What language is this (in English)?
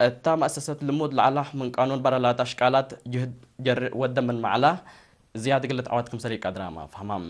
Tigre